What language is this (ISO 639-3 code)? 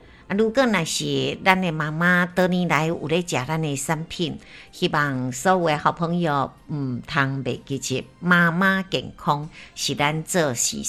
nan